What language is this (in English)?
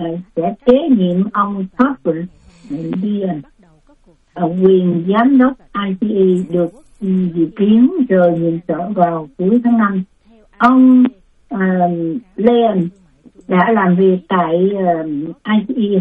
Vietnamese